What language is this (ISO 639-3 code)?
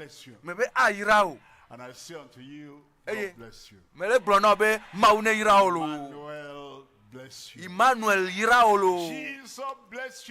ewe